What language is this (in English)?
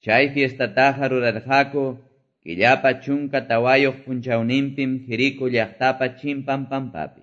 Quechua